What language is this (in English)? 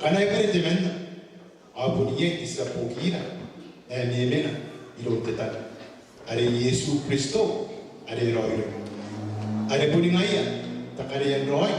Gilbertese